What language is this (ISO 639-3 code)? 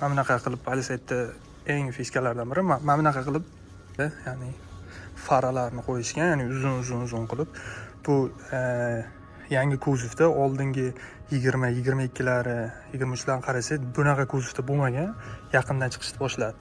uzb